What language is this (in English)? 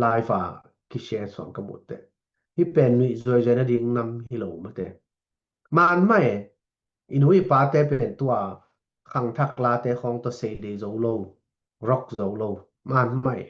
Tedim Chin